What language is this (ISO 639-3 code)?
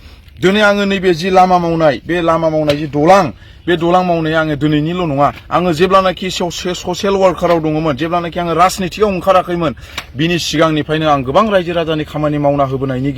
brx